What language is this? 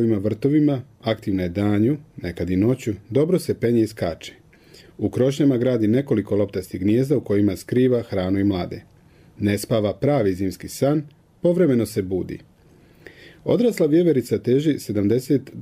Croatian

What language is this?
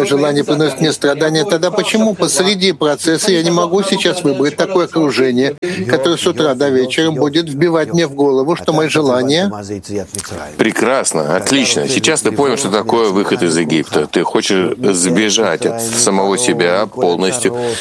Russian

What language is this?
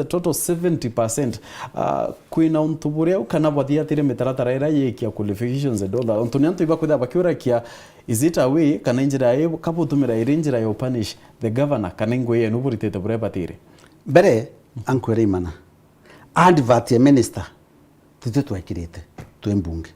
Meru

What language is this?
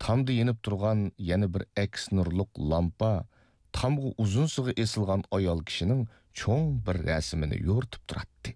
Uyghur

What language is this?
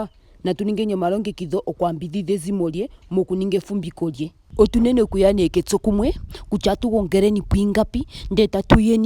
Ndonga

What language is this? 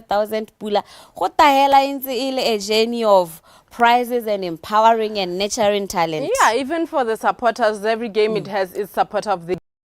Tswana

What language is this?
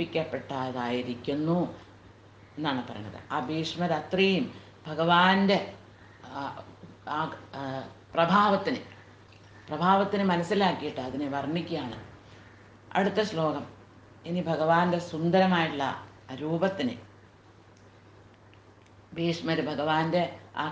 Malayalam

